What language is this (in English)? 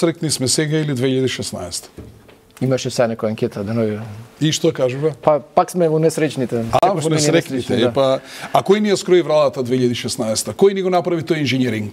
Macedonian